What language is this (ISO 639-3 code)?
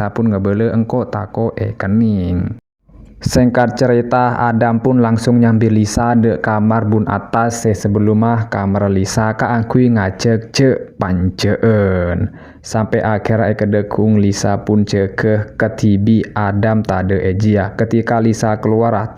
mad